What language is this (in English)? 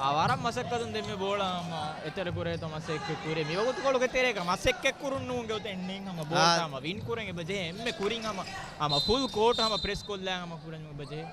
Divehi